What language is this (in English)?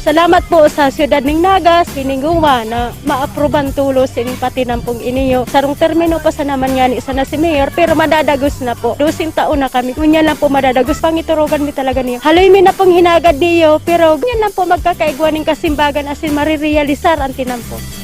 Bikol